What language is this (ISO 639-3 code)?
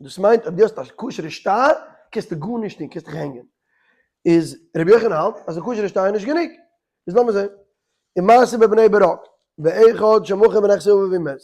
yid